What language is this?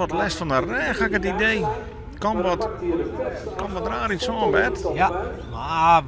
Western Frisian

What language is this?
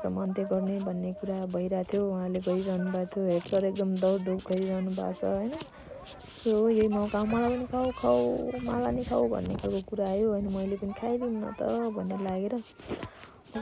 Nepali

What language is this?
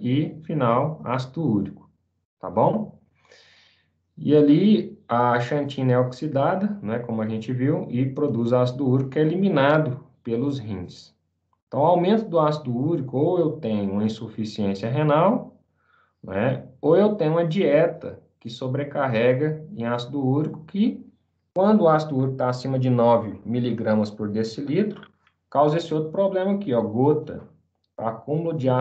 Portuguese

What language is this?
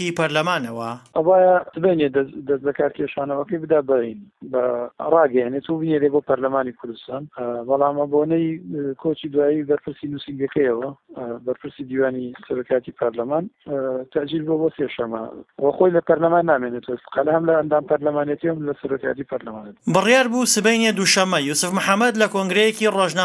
Central Kurdish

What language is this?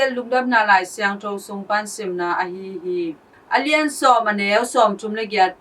Tedim Chin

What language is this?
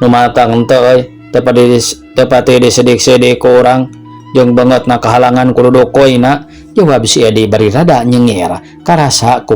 Sundanese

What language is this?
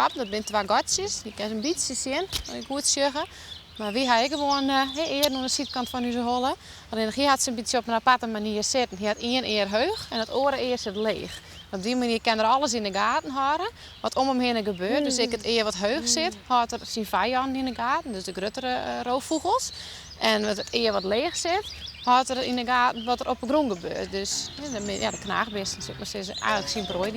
Western Frisian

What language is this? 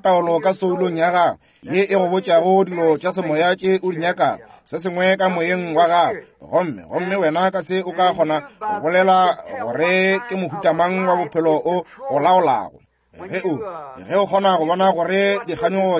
Northern Sotho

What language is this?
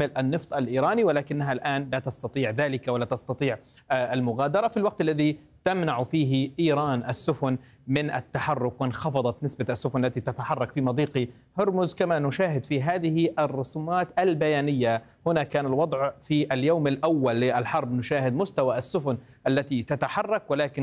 Arabic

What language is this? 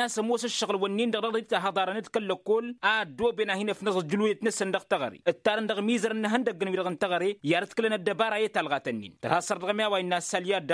Tamasheq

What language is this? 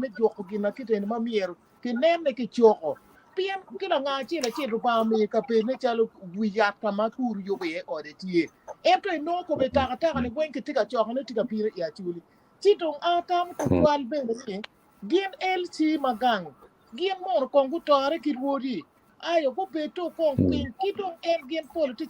Acoli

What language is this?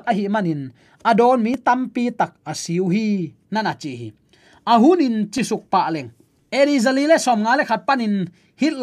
Tedim Chin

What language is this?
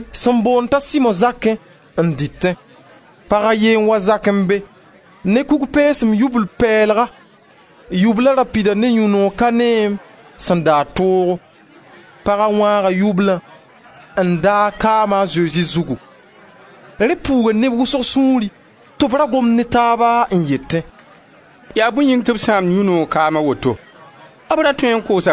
Mossi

